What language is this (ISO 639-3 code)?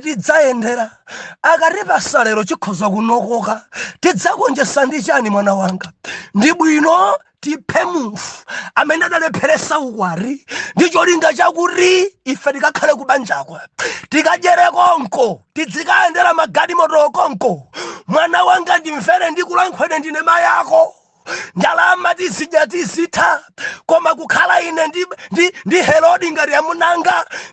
nya